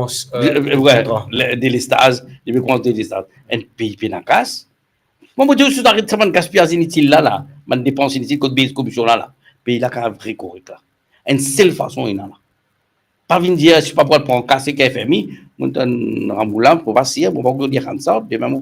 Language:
Morisyen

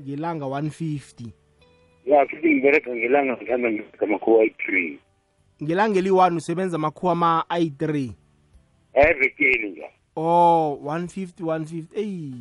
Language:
South Ndebele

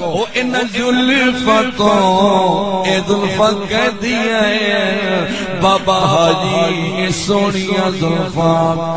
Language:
Saraiki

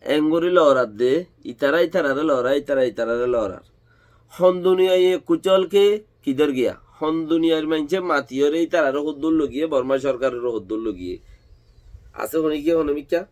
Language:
Rohingya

